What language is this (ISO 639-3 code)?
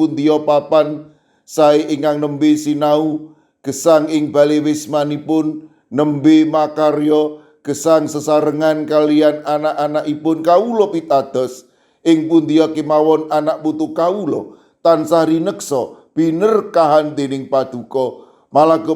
jav